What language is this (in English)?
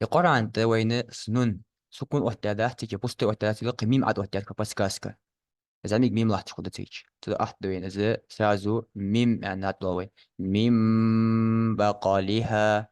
Ingush